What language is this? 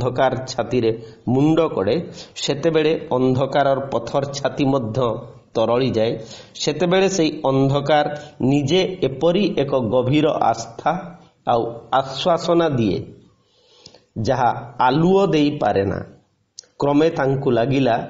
Odia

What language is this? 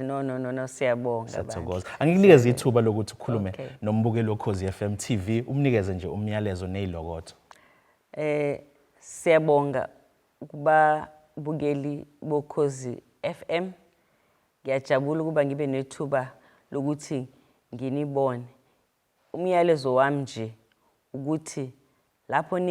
Zulu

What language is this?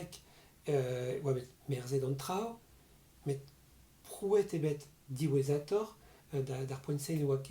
Breton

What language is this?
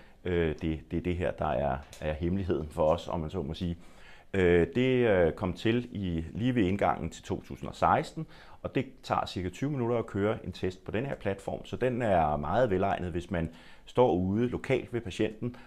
Danish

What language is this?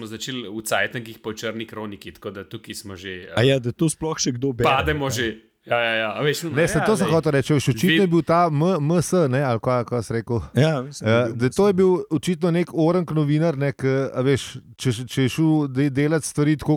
Slovenian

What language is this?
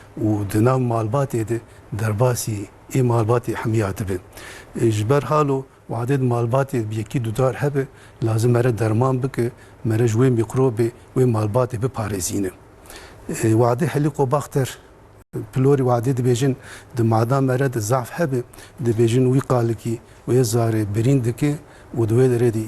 Kurdish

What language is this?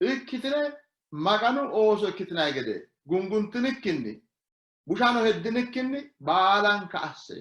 Sidamo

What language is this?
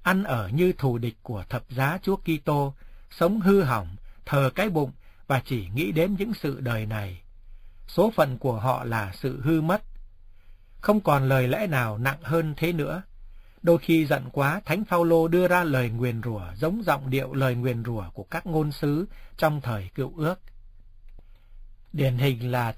Vietnamese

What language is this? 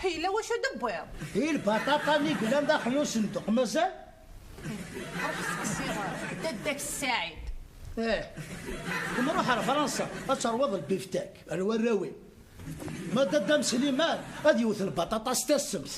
Kabyle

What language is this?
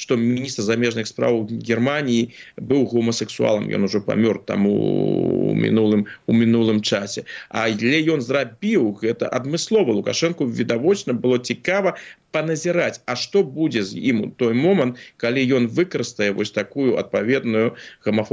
Belarusian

